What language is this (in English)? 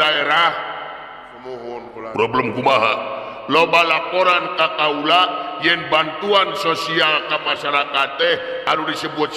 Sundanese